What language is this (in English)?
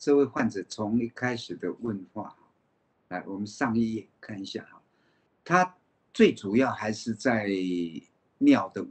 Chinese